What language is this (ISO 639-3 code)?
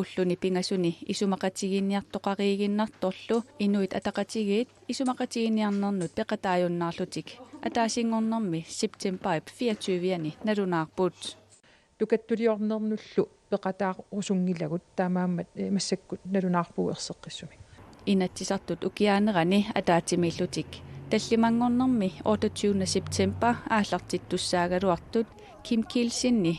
kal